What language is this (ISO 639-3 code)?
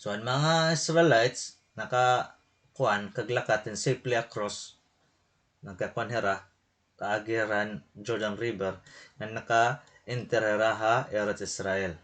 war